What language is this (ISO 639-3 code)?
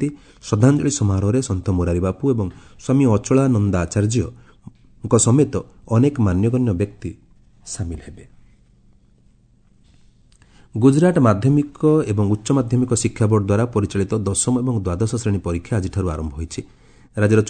ori